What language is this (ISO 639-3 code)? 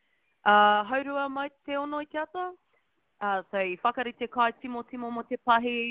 mri